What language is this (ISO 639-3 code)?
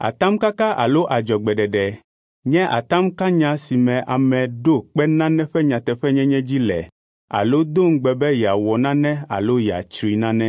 ewe